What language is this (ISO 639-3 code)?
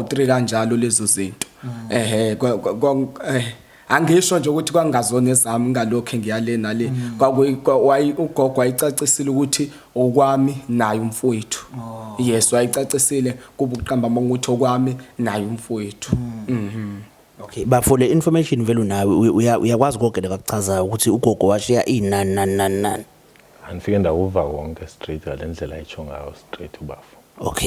zul